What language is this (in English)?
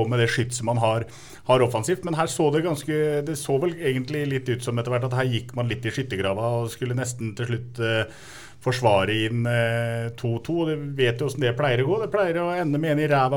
Norwegian